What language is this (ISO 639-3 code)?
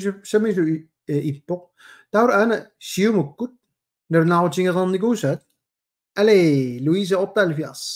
kal